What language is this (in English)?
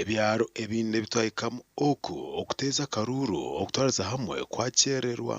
Nyankole